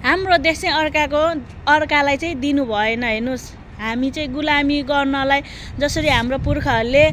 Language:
Nepali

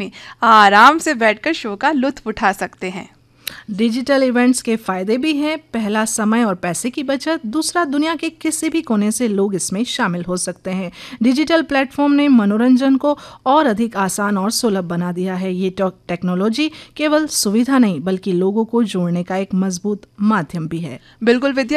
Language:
Hindi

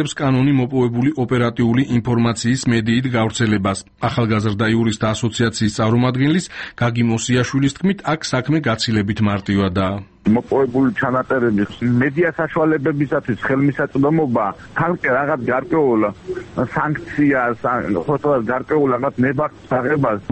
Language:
Georgian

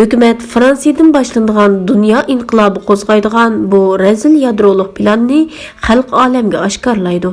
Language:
Uyghur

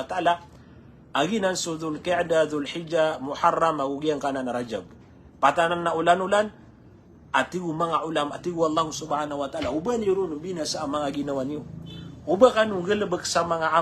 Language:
Maranao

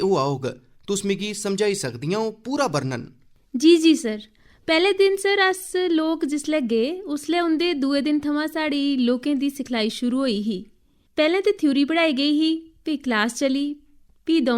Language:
Dogri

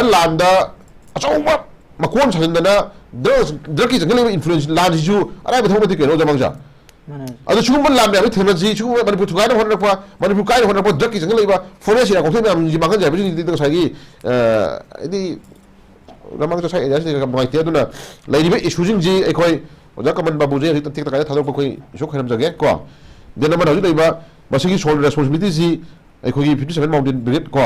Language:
Manipuri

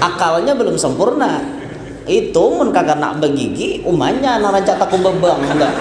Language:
Banjar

